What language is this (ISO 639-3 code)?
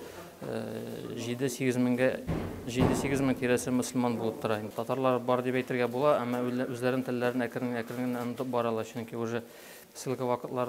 tat